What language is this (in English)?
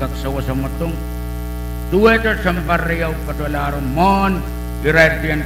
Pohnpeian